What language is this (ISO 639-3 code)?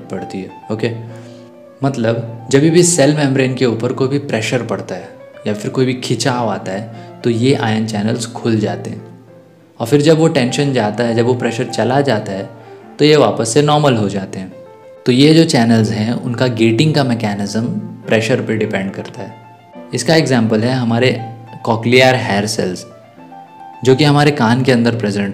hin